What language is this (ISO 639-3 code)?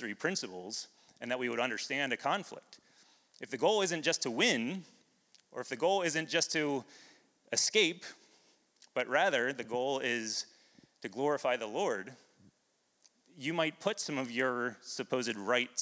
eng